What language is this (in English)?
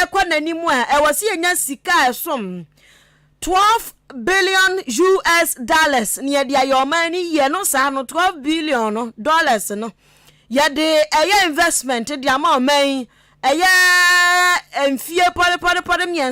Akan